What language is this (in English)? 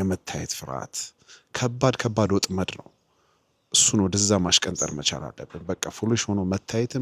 Amharic